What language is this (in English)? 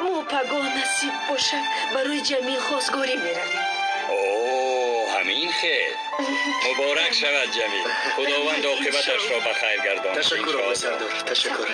Tajik